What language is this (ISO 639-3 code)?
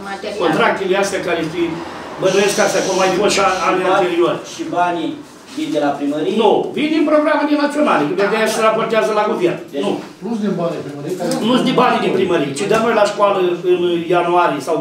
ron